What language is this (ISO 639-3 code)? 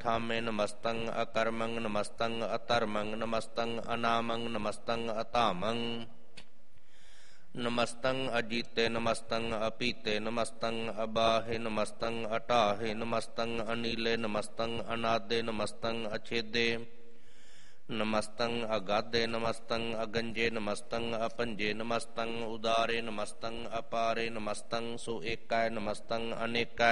pan